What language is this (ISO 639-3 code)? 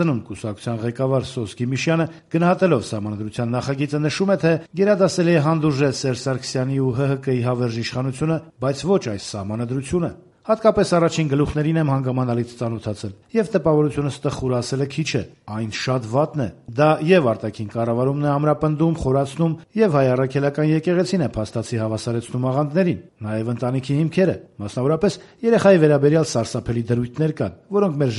hye